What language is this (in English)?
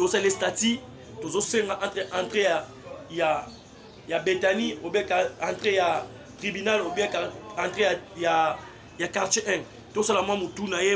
Lingala